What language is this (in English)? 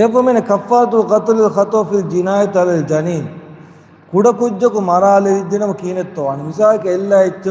Divehi